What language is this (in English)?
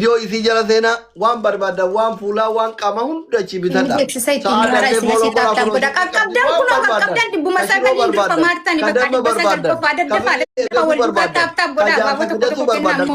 Oromo